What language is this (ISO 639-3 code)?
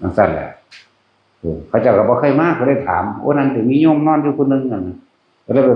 tts